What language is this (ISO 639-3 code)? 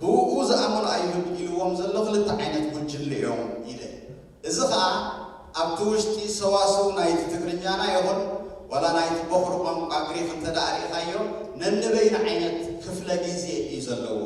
tir